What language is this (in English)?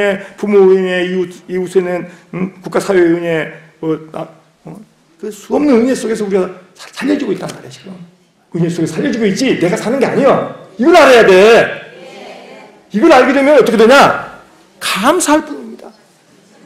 Korean